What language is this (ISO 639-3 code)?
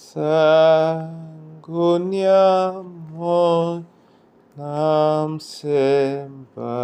dua